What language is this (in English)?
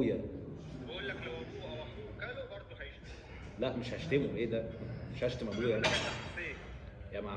Egyptian Arabic